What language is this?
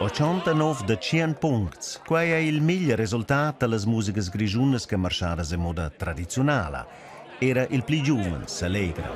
Romansh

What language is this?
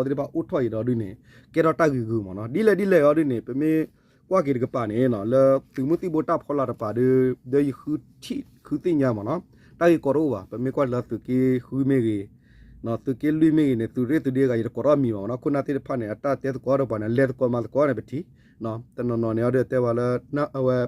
S'gaw Karen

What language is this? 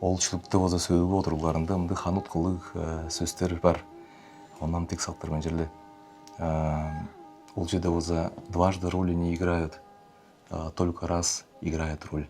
Tuvinian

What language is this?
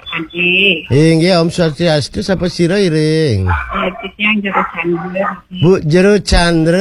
Balinese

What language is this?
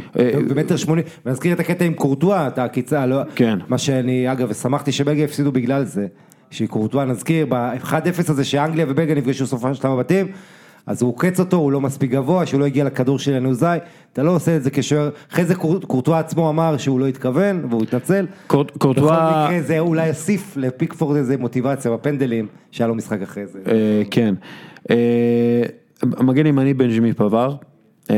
Hebrew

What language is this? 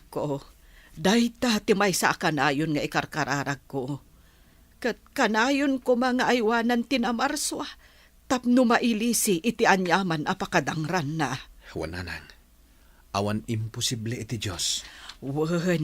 Iloko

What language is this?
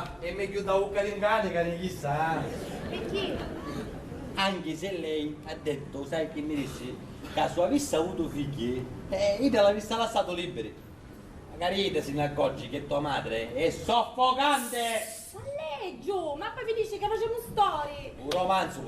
Sicilian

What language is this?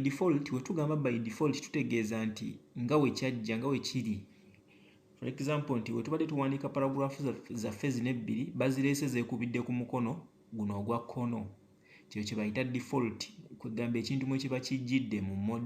Ganda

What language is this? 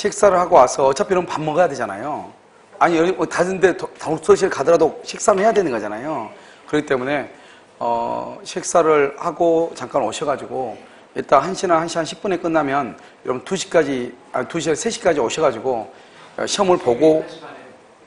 Korean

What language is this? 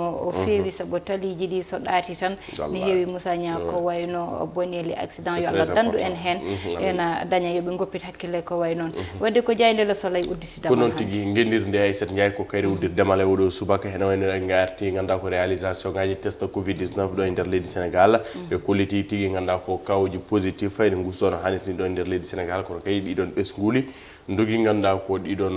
Fula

